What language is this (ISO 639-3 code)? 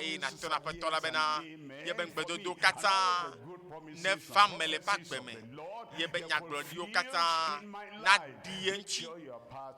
ewe